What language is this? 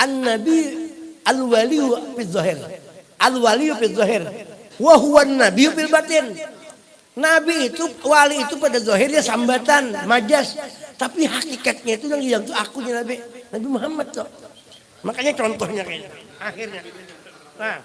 Banjar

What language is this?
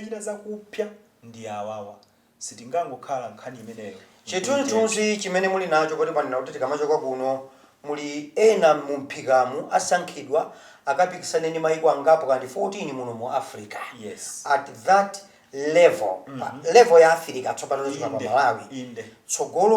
Nyanja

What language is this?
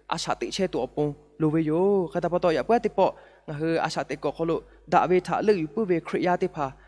Lahu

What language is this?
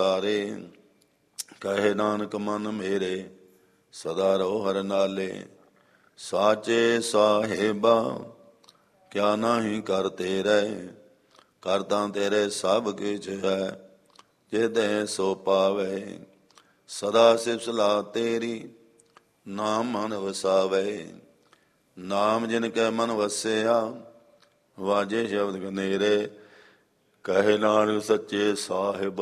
Punjabi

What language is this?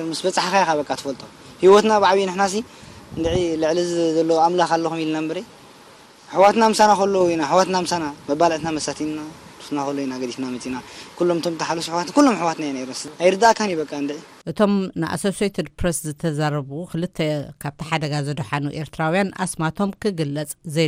Tigrinya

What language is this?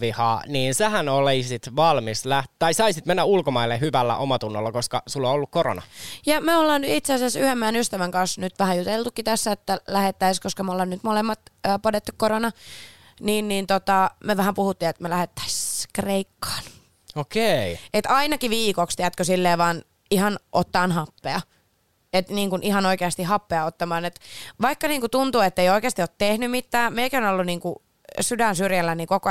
Finnish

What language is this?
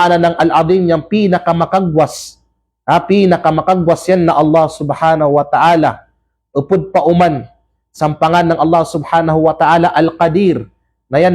Kalagan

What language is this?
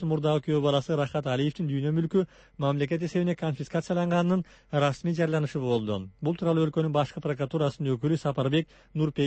Kyrgyz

